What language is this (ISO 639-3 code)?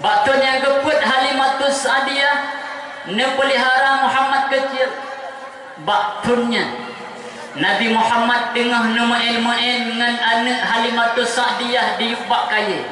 ace